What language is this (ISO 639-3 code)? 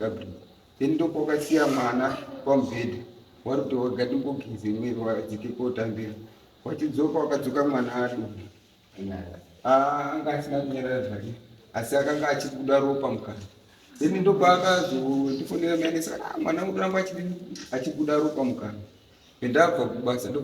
sna